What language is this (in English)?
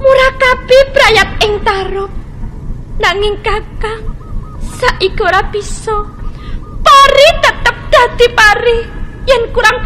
Javanese